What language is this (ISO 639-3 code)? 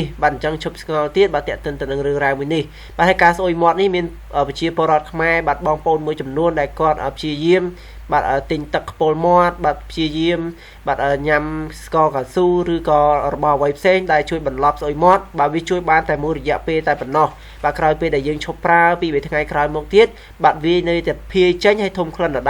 khm